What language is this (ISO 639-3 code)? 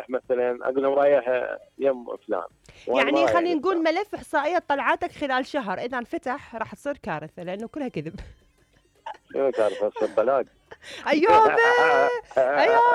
acm